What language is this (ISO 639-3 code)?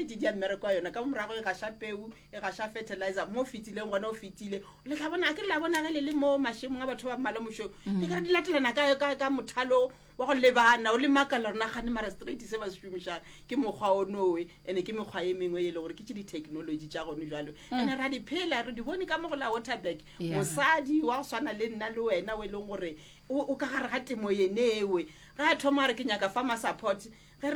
nso